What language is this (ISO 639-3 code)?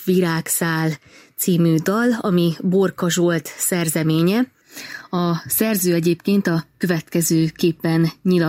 hun